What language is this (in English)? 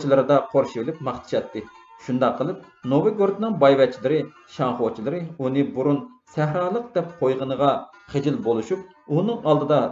Uyghur